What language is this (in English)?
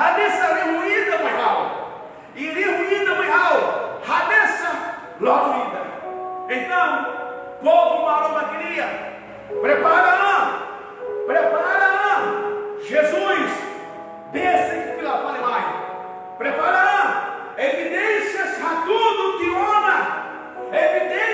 Tetum